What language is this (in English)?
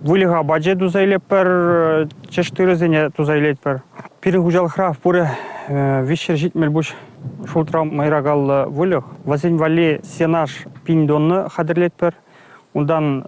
Chuvash